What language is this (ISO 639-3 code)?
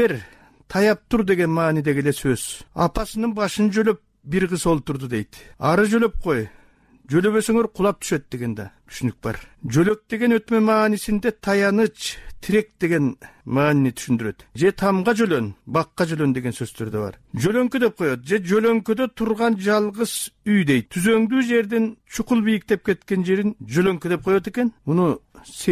kir